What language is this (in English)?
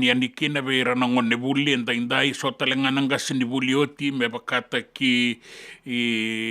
Fijian